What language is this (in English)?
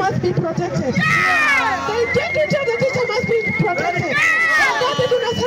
Kamba